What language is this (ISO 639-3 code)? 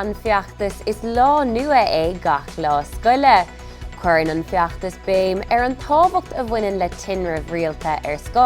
gle